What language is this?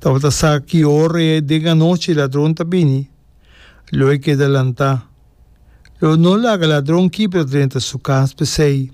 Papiamento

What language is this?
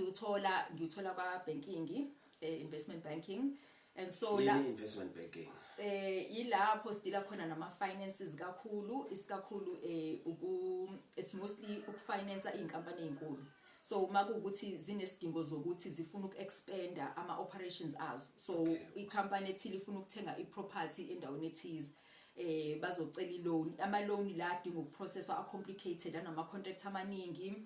Zulu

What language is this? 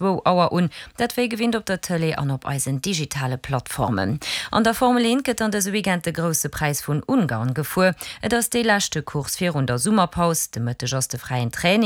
Luxembourgish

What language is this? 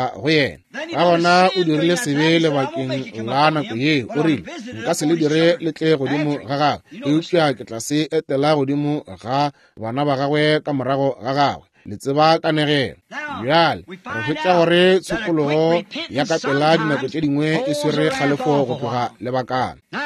Northern Sotho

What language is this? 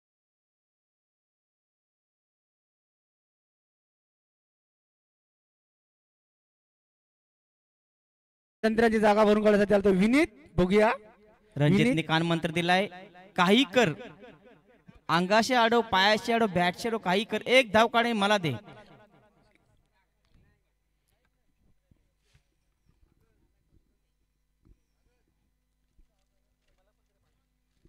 Marathi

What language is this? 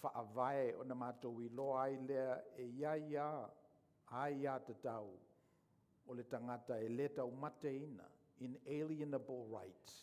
Samoan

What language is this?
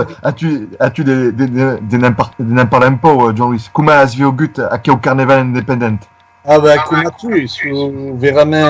Occitan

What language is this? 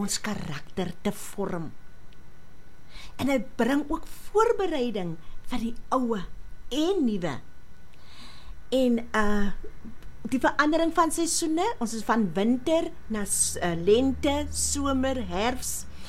Afrikaans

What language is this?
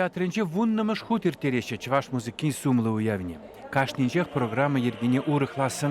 Chuvash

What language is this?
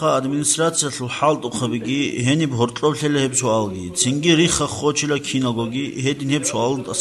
Avaric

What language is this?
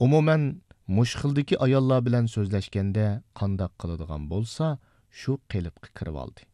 Uyghur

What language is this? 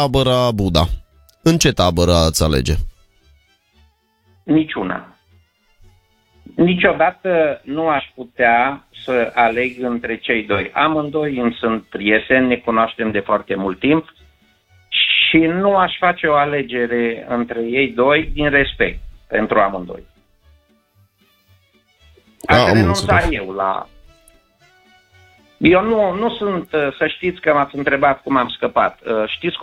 Romanian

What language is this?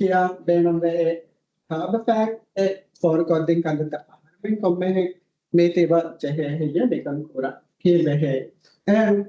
Divehi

